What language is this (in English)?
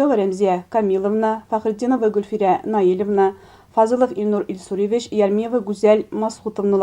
Tatar